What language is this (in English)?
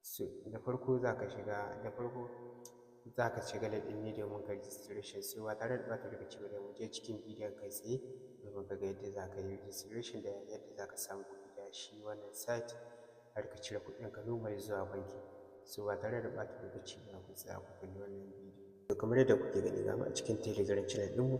Hausa